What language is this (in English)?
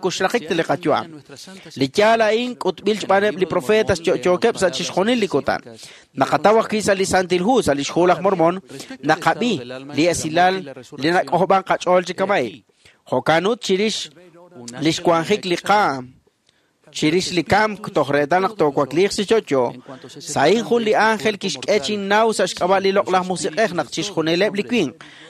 Kekchí